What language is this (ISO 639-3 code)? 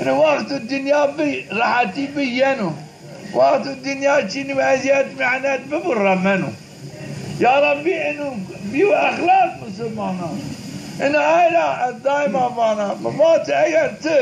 zza